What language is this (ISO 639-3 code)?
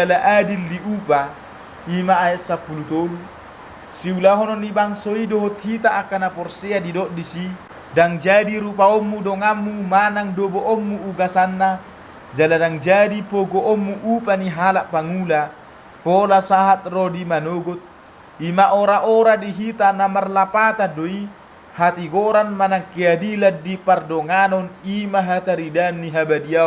bbc